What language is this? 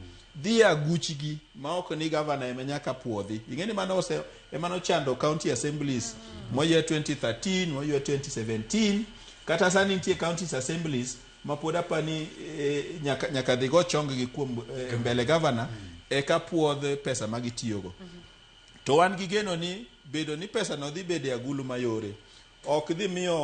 Luo (Kenya and Tanzania)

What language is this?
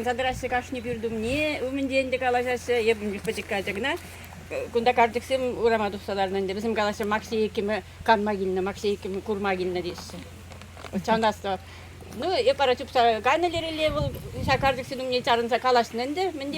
Chuvash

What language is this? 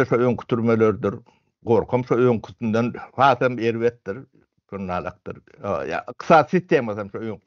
Turkmen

